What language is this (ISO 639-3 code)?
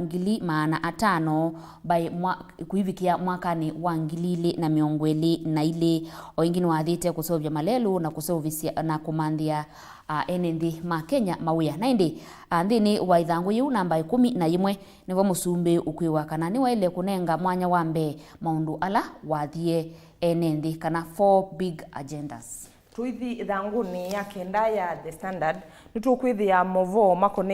kam